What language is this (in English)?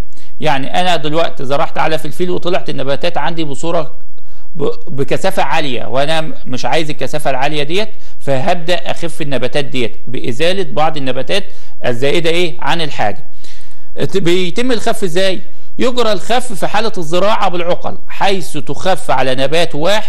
Egyptian Arabic